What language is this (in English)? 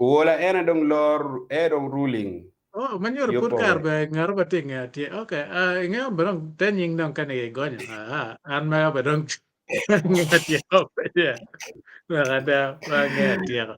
Acoli